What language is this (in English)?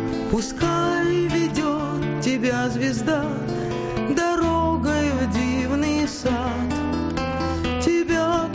Russian